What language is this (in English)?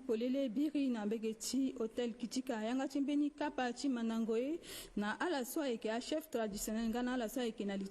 Sango